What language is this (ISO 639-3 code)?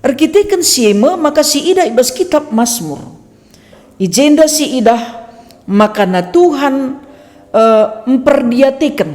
btx